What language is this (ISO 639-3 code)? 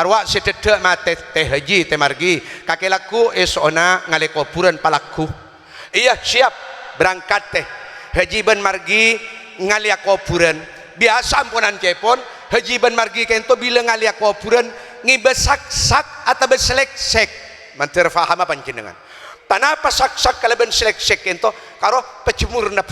mad